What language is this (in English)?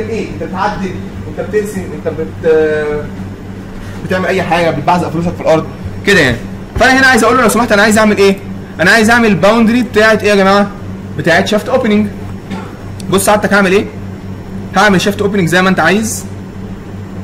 Egyptian Arabic